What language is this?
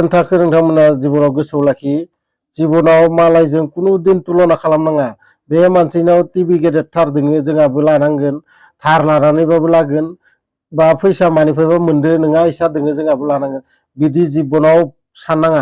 Bodo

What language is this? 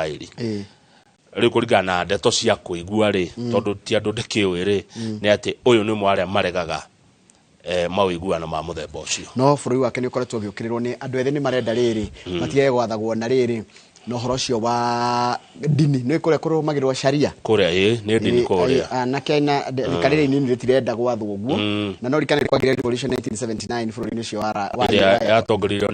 Kikuyu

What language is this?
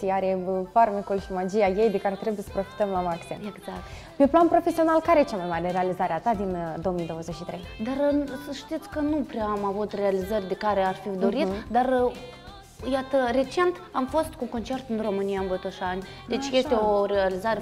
Romanian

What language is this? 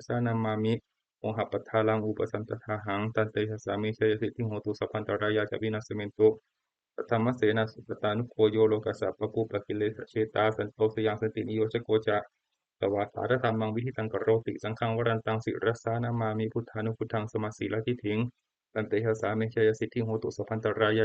Pali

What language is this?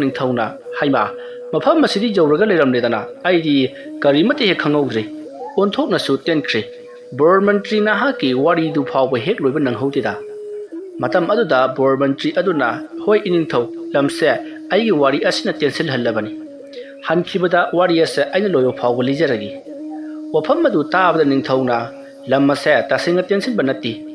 Manipuri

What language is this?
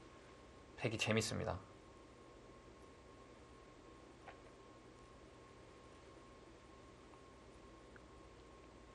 Korean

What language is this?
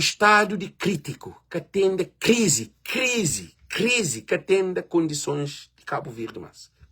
Kabuverdianu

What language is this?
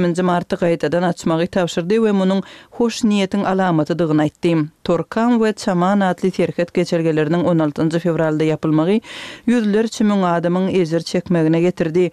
Kyrgyz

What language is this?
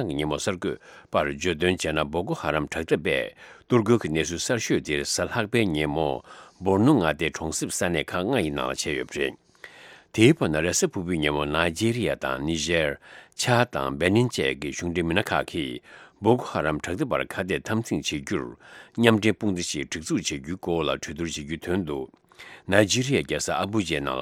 Tibetan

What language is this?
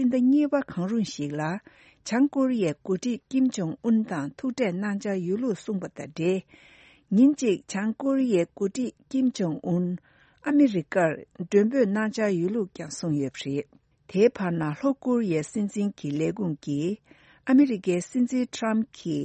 Tibetan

